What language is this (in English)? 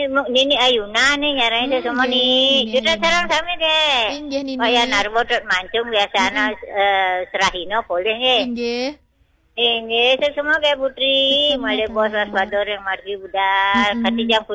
Balinese